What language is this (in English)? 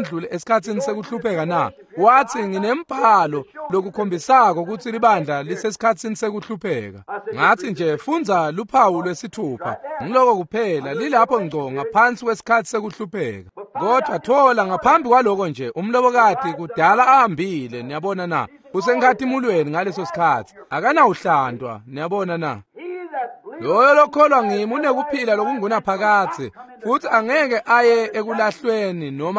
Swati